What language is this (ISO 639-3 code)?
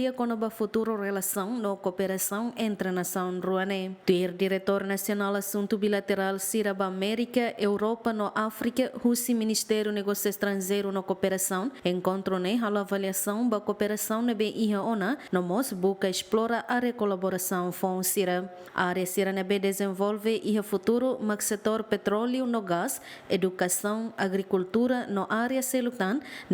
tet